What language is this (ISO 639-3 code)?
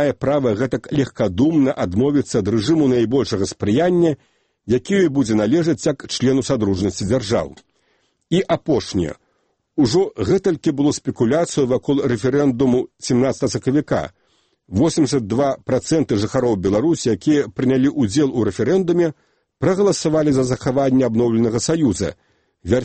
bel